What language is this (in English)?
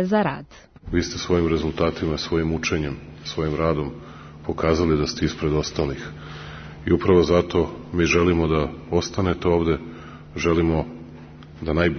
Serbian